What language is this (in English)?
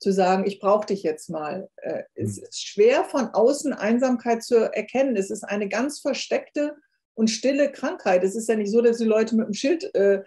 German